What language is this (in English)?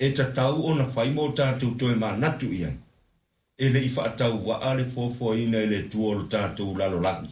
Samoan